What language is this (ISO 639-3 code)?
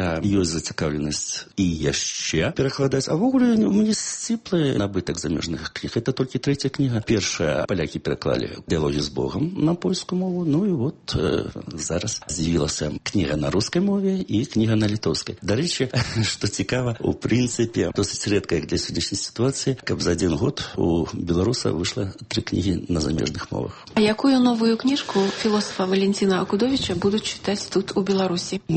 bel